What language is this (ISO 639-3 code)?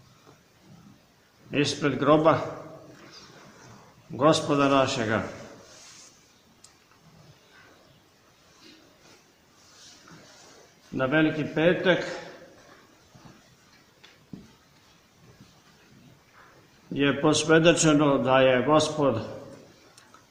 srp